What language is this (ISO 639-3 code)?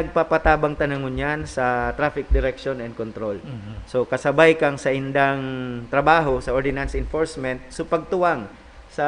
bik